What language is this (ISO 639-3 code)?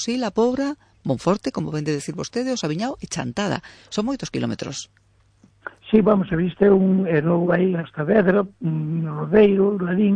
glg